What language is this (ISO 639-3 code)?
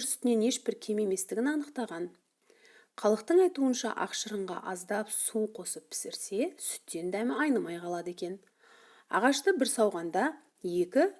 kaz